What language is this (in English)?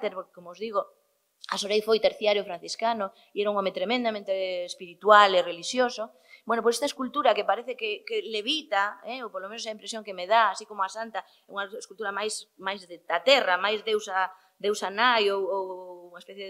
Galician